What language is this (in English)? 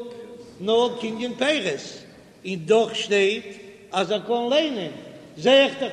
Yiddish